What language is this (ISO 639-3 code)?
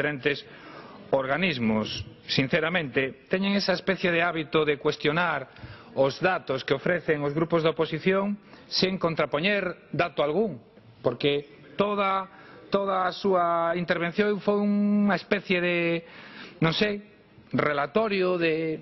glg